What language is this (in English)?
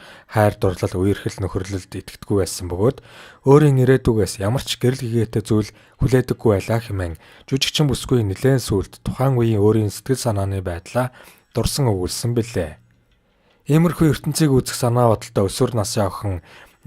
Mongolian